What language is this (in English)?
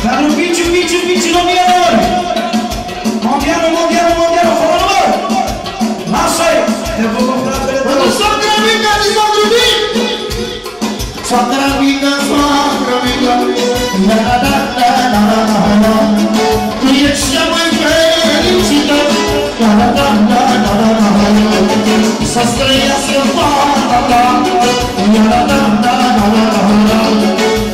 Romanian